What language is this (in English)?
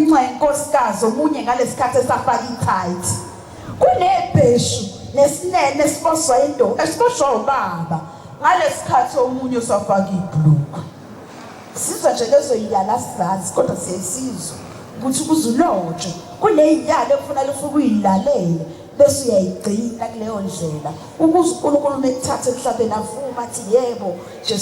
Zulu